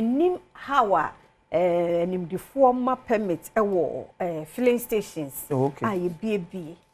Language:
Akan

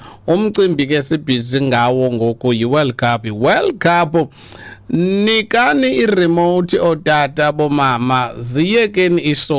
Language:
Xhosa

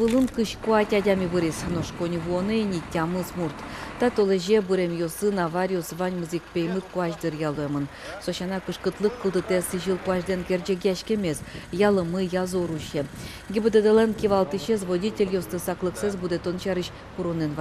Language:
Udmurt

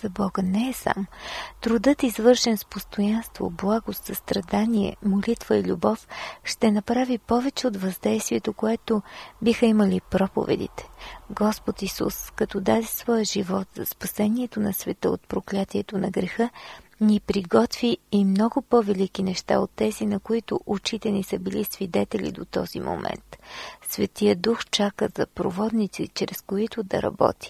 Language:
Bulgarian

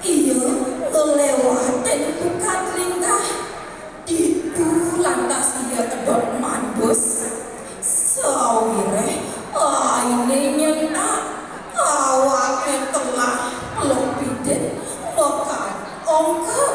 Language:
Balinese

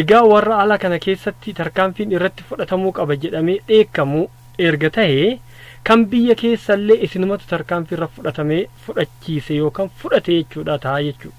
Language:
Oromo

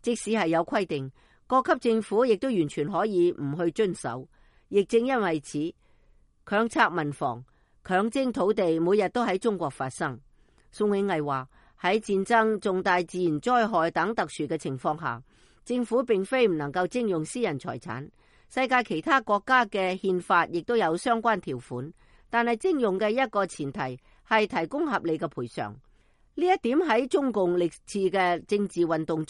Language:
Cantonese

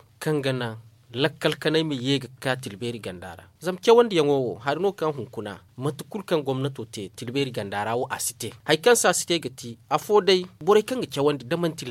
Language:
Zarma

